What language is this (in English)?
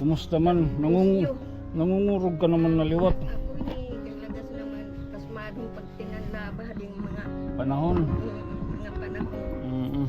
Waray